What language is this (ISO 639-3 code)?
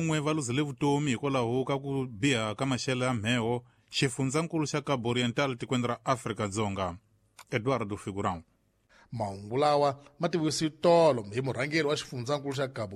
tso